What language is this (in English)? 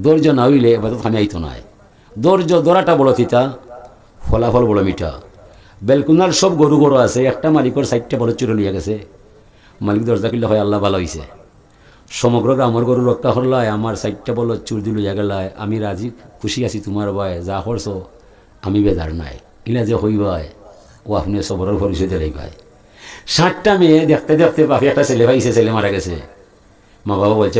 Sylheti